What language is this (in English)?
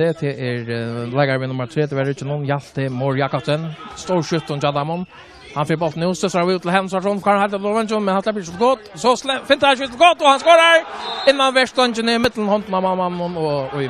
Faroese